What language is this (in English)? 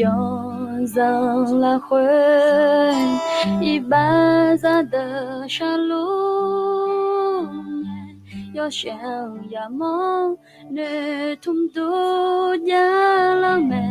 Akha